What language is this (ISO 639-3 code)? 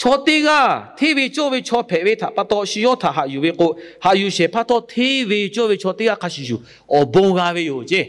lhu